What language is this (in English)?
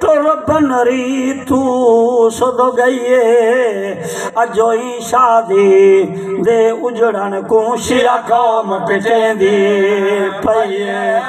Saraiki